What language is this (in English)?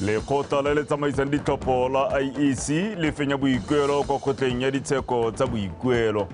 Tswana